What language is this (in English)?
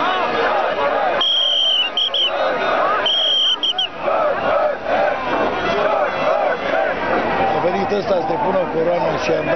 Romanian